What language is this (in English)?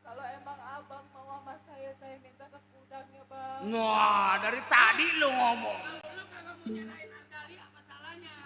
Betawi